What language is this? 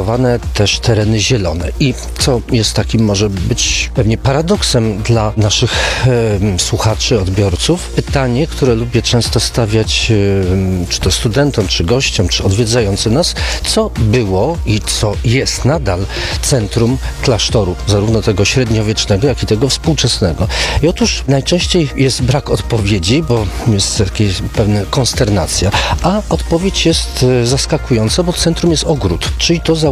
Polish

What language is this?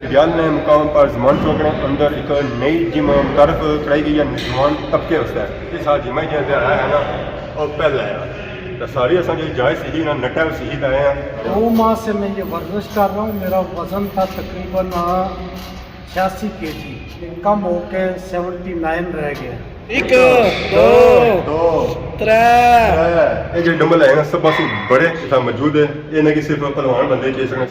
Pahari-Potwari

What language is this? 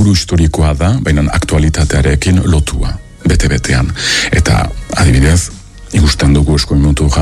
Basque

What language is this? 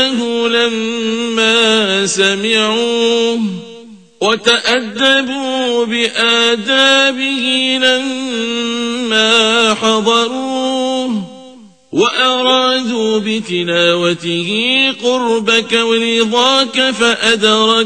Arabic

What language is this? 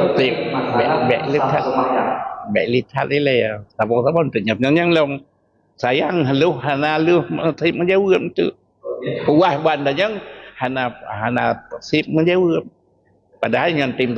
Achinese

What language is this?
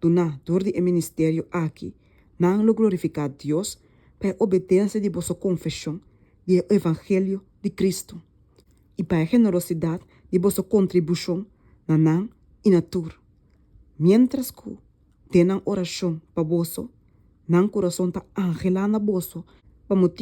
Papiamento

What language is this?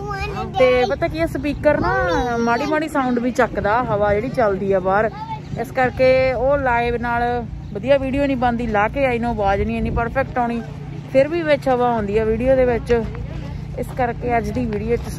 Punjabi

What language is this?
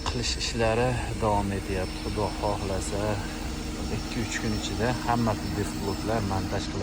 Uzbek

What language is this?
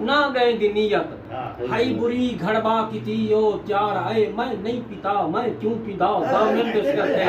Saraiki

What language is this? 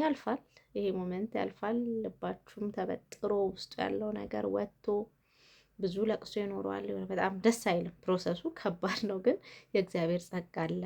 Amharic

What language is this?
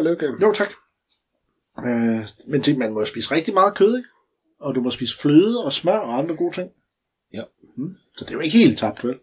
Danish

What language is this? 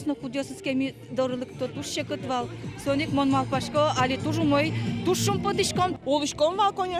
Udmurt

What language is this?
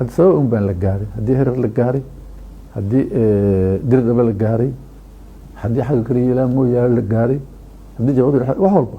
Somali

